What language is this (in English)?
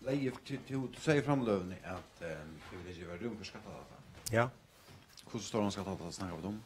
Faroese